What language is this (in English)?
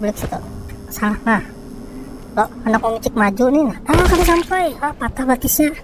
Banjar